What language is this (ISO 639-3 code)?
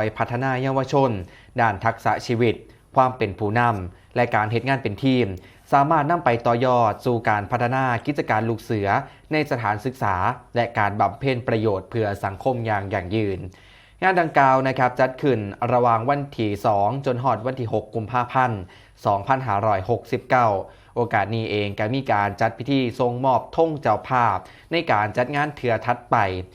tts